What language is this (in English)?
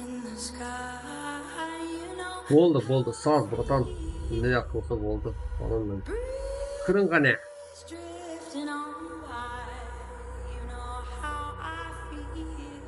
Kara-Kalpak